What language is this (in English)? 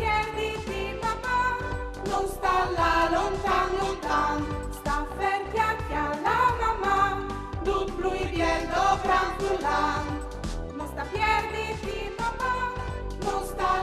Friulian